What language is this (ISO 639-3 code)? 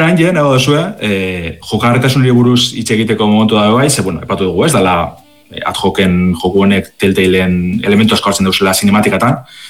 eus